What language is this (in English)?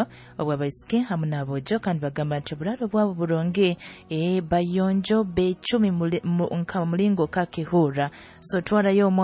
Nyoro